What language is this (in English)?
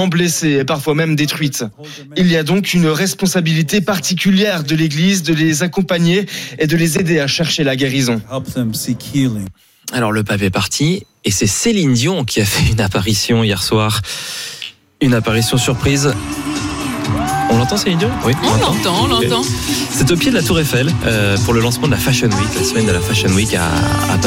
French